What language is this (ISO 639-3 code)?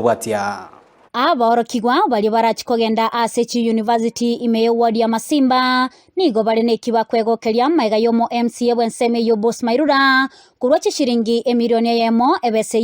guz